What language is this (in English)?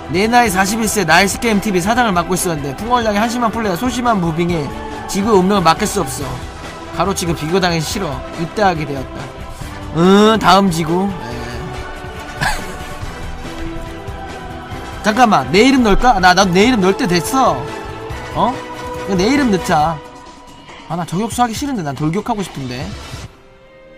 Korean